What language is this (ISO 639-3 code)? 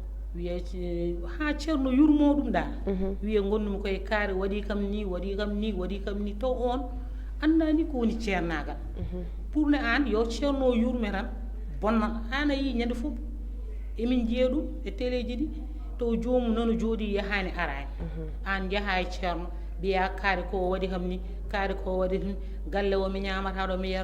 ful